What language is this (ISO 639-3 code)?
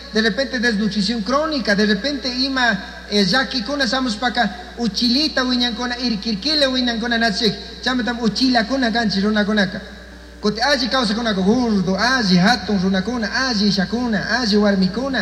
qug